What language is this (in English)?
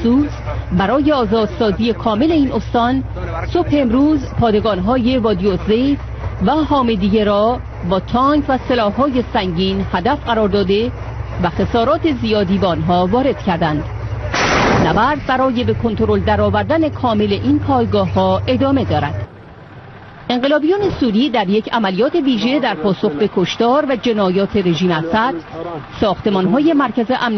Persian